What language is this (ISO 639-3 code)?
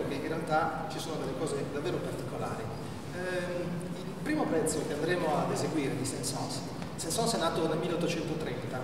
ita